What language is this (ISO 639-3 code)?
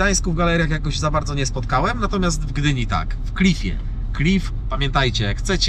pol